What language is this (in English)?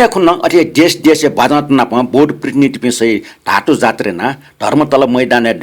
Newari